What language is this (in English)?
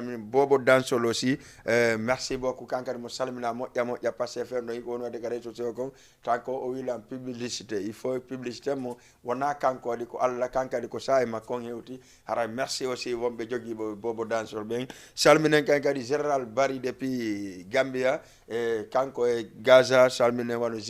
Fula